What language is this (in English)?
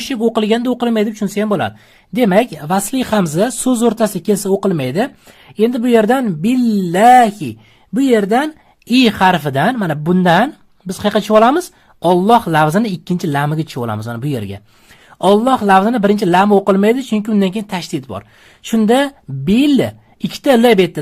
Uzbek